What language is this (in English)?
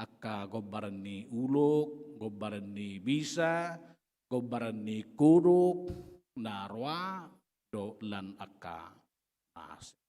Batak Toba